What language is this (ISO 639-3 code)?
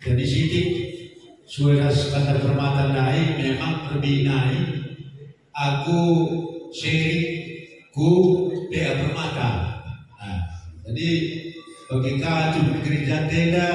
btx